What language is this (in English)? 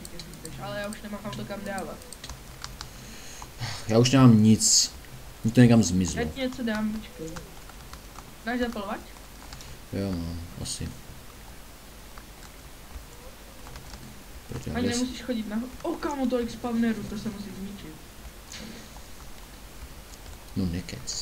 Czech